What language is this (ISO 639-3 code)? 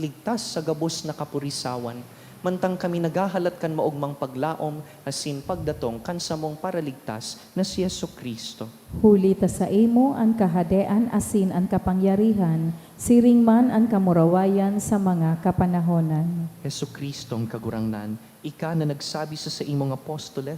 bik